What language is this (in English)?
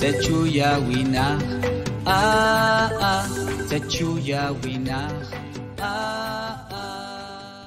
Popti'